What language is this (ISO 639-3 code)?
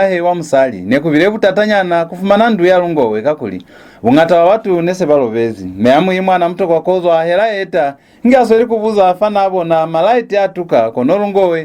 loz